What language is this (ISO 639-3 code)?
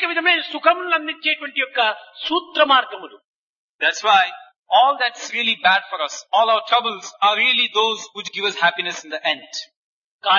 tel